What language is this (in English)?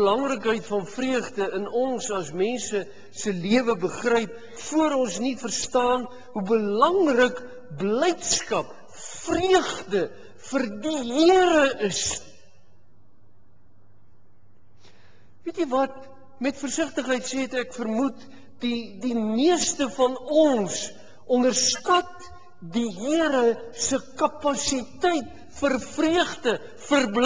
Afrikaans